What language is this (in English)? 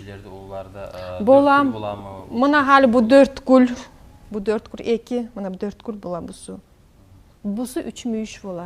Kumyk